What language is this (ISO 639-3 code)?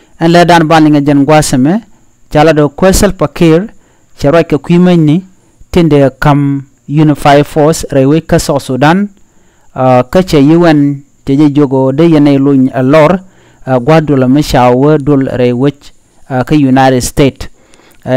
nus